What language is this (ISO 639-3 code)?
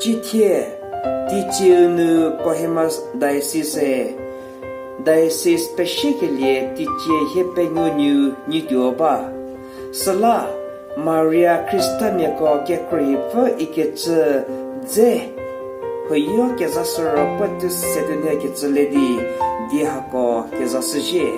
njm